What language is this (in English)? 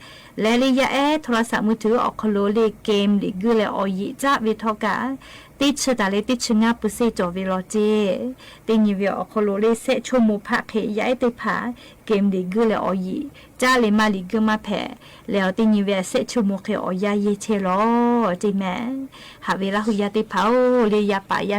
Lahu